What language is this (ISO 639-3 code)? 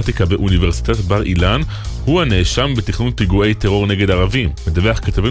heb